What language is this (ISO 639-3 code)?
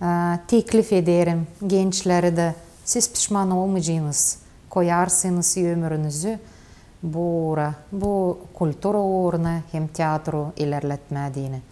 gag